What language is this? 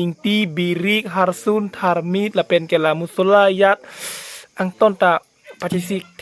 Karbi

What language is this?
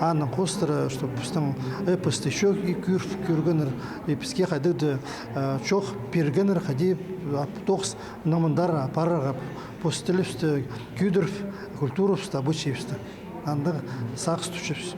Khakas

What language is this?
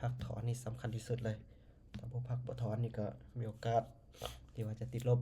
Lao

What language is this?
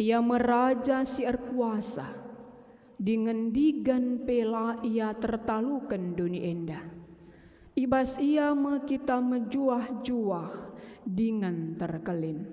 Batak Karo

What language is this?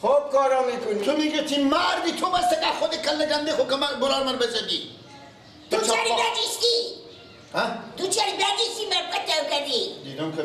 Persian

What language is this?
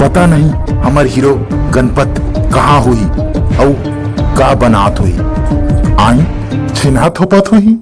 Chhattisgarhi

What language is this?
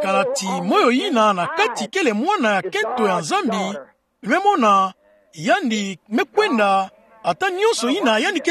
Kituba (Democratic Republic of Congo)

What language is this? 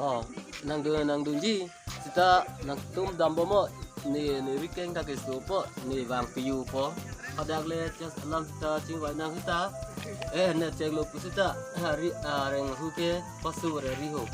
Karbi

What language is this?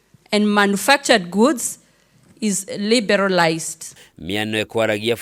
Kikuyu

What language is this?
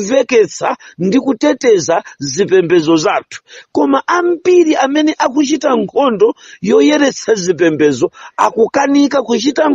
Nyanja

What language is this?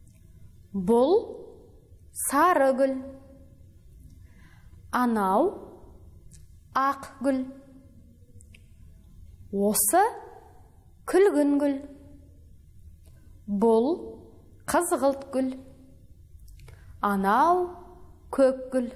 Kazakh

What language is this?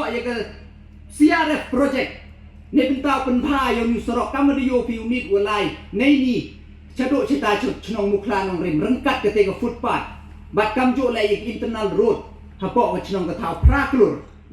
Pnar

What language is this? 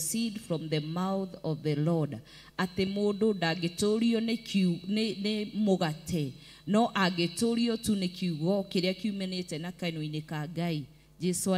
Kikuyu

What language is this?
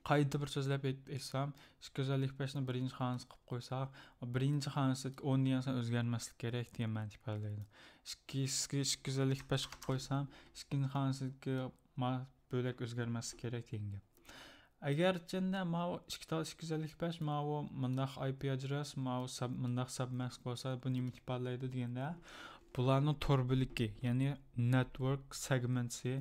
Uyghur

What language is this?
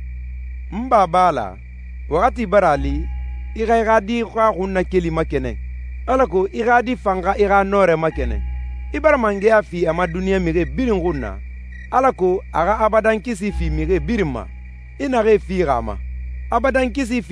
Susu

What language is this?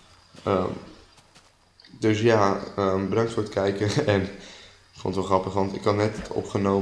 Dutch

